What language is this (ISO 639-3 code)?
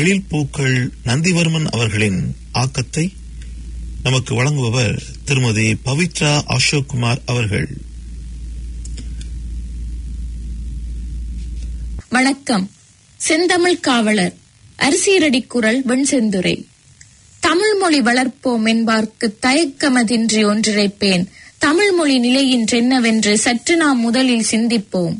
tam